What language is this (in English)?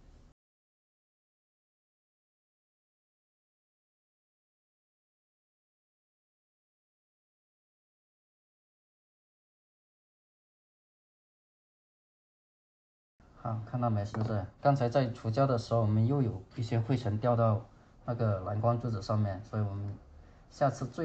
Chinese